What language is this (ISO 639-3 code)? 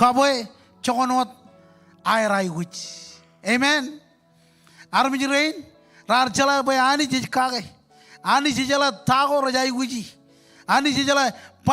mah